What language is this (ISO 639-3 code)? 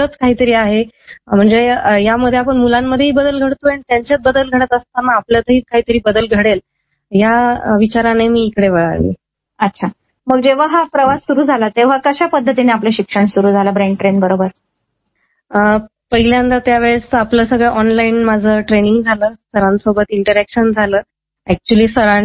mar